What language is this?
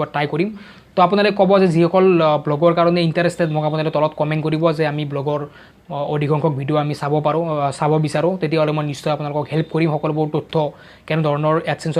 Assamese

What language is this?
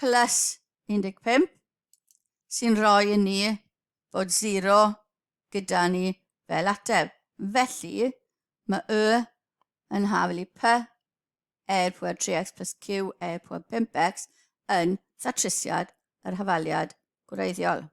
Welsh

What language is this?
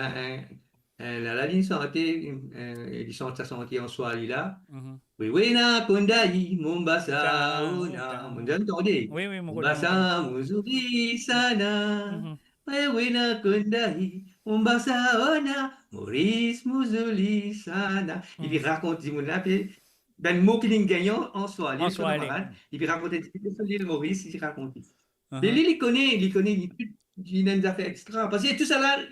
Morisyen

